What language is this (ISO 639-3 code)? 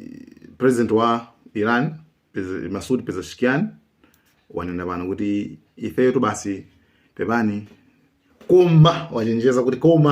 nya